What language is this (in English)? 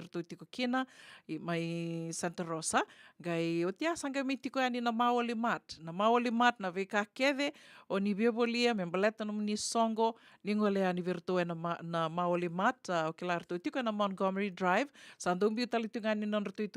Fijian